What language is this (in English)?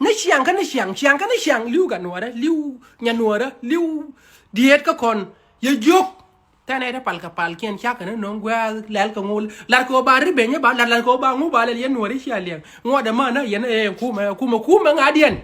Nuer